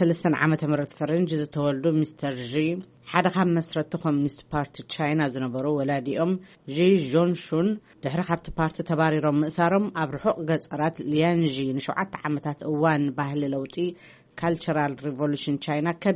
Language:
Tigrinya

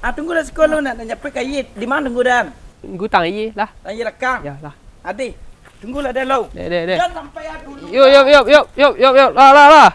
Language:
Minangkabau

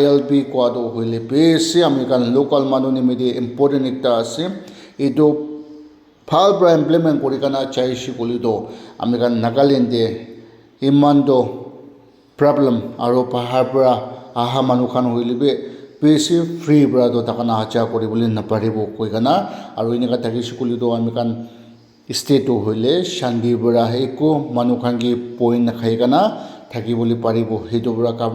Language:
Naga Pidgin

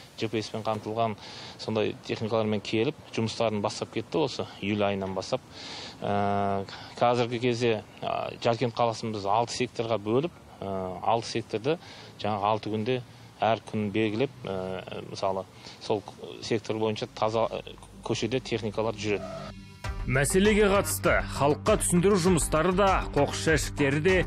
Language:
Kazakh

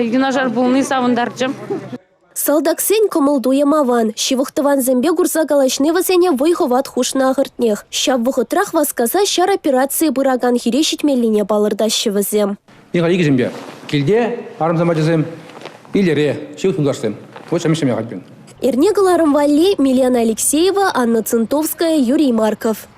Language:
Chuvash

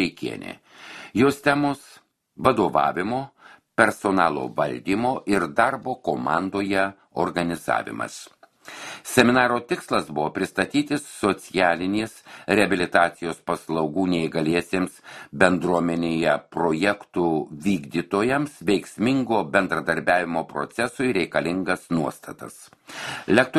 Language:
Lithuanian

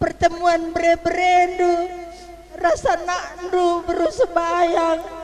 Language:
Batak Karo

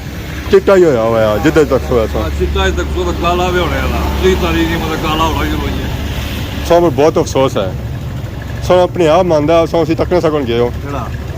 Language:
Pahari-Potwari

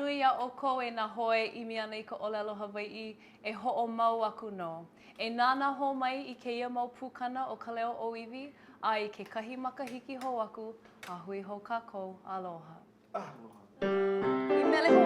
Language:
Hawaiian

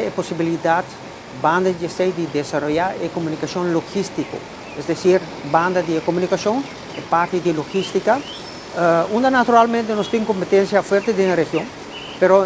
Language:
Papiamento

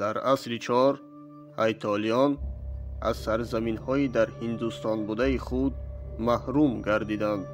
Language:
Tajik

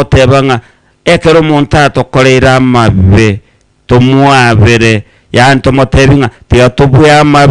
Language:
Gusii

